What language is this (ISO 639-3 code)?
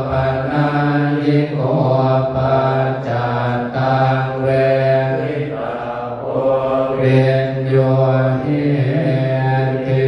pli